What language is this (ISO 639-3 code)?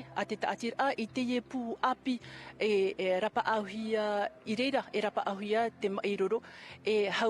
tah